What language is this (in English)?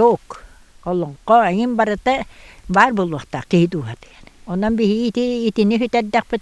Yakut